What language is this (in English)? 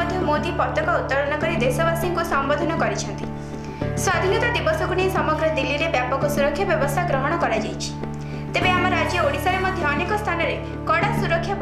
Odia